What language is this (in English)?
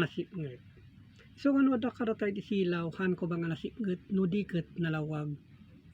Iloko